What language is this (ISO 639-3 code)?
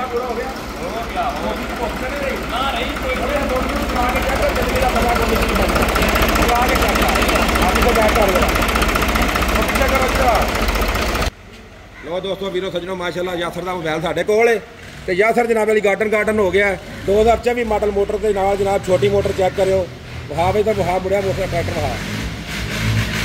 pan